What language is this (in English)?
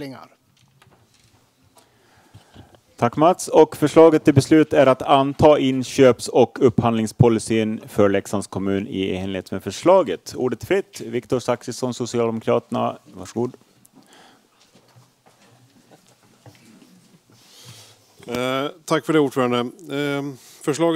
Swedish